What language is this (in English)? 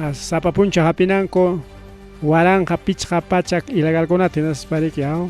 Ayacucho Quechua